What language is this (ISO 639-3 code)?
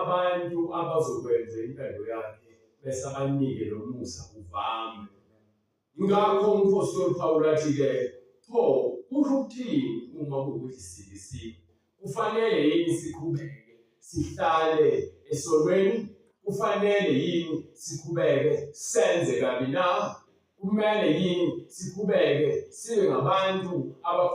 zul